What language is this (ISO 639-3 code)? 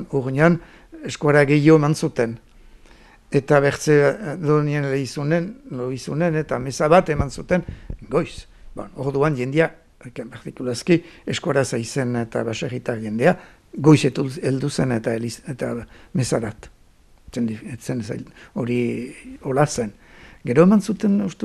eus